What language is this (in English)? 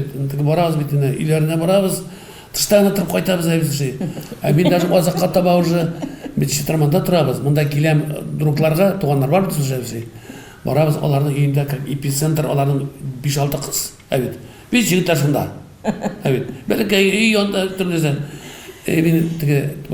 Tatar